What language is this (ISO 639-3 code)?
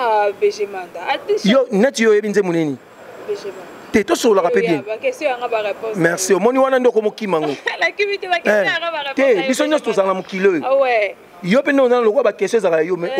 lin